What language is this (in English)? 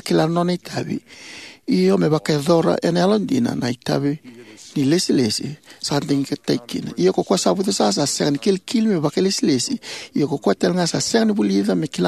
Fijian